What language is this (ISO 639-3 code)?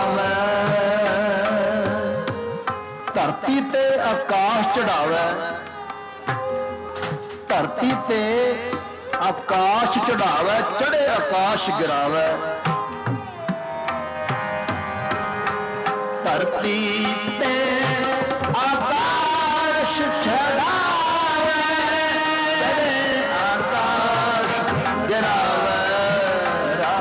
pan